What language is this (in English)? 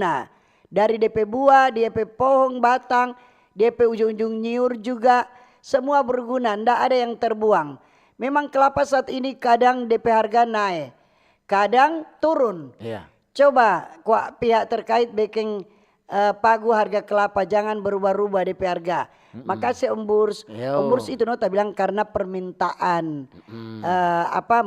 Manado Malay